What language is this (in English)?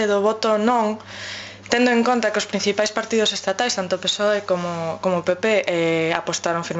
Galician